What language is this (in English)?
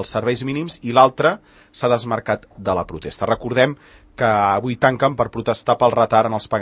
Catalan